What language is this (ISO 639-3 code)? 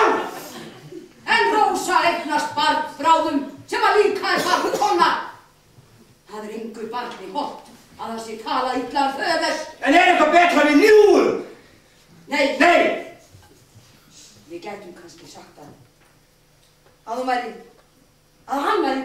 isl